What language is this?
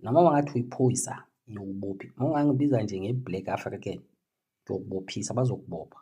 Zulu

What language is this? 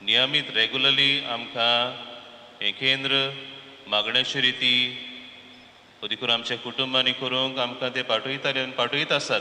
Konkani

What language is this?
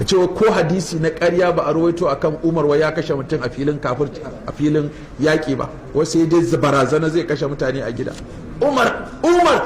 Hausa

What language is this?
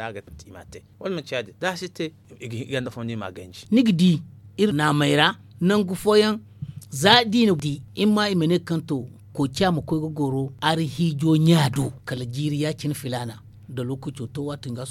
Zarma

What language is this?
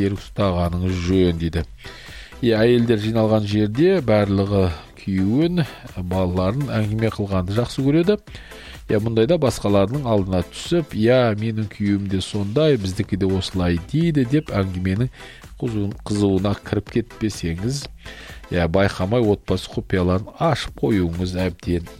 Kazakh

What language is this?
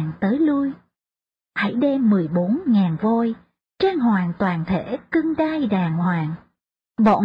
Vietnamese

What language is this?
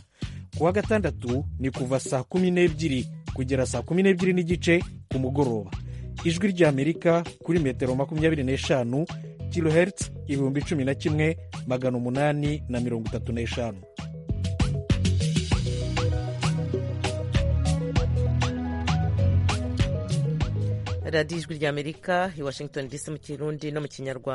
Kinyarwanda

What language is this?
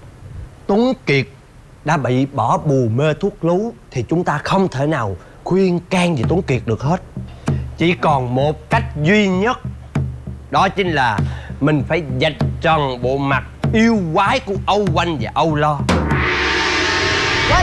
Vietnamese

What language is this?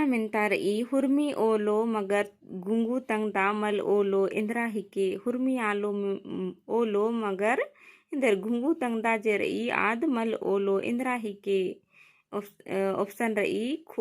Kurukh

